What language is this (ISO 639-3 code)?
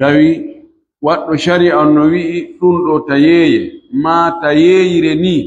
fuf